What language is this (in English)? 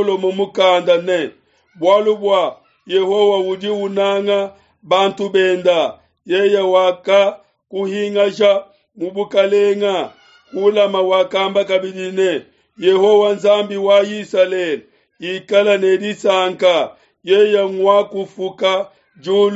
Luba-Lulua